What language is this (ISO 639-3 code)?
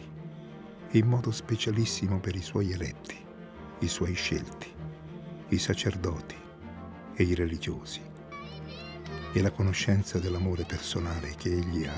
ita